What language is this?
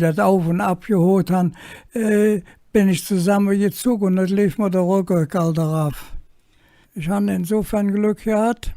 Colognian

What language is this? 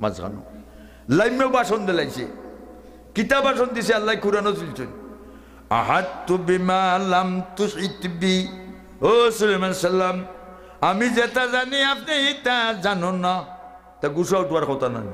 Sylheti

